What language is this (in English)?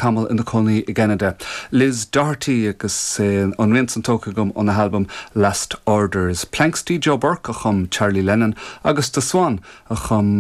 Irish